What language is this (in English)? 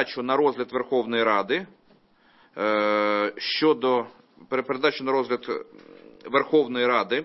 Ukrainian